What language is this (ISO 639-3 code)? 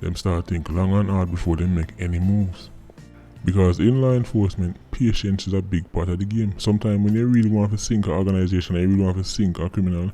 jam